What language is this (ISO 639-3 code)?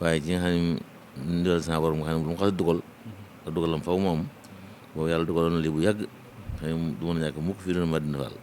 wol